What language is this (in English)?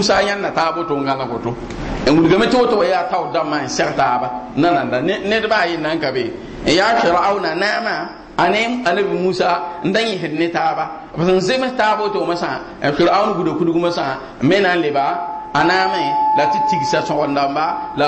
Mossi